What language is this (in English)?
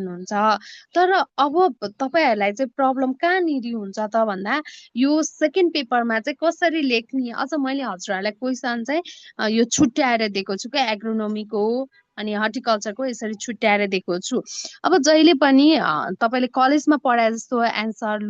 Nepali